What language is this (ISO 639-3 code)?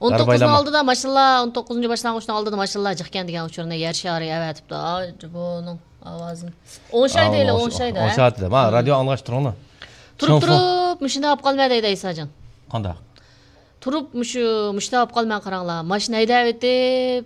uig